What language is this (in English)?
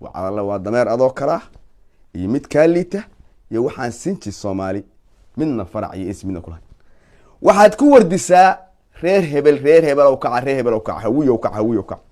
Somali